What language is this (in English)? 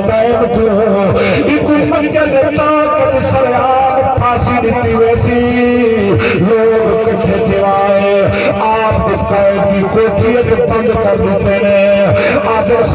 Saraiki